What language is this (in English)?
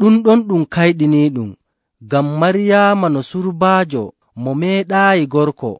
Nigerian Fulfulde